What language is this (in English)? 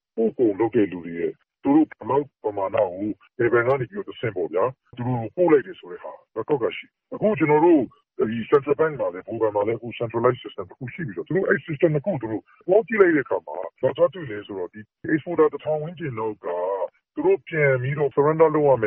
Burmese